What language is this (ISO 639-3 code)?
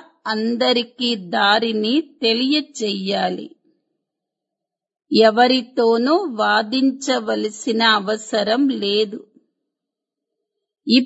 tel